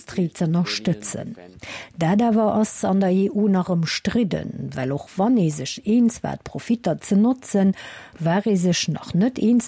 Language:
Luxembourgish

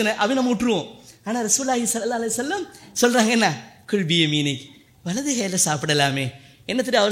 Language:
Tamil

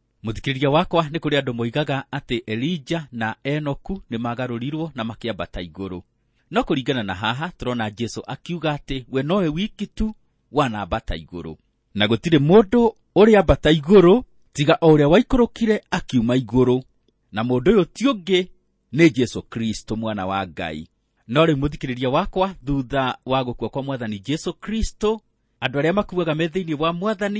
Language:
Kikuyu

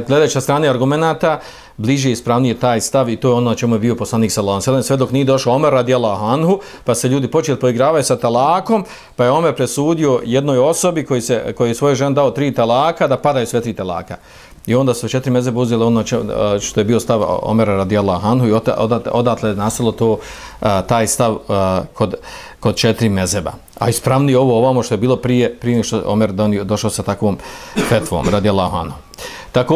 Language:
Bosnian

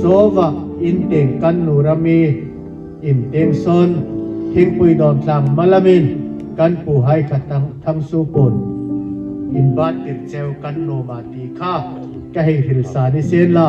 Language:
Hmar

